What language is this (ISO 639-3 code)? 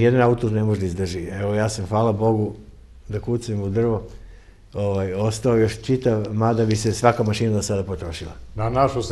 srp